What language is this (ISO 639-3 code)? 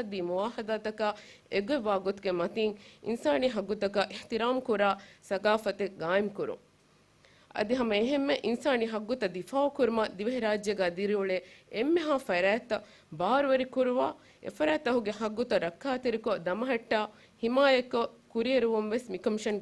div